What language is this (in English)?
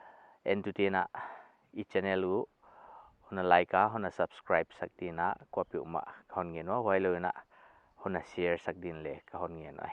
Paite Chin